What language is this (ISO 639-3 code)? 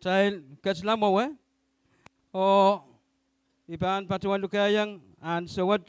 pon